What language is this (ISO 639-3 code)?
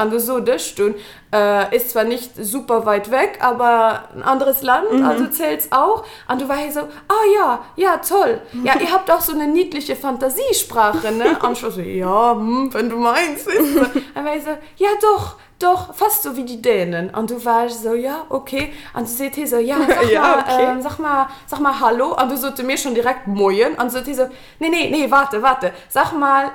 ltz